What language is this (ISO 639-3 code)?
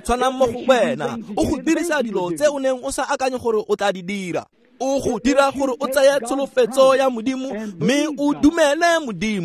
tsn